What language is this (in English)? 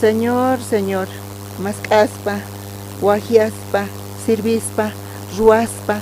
South Bolivian Quechua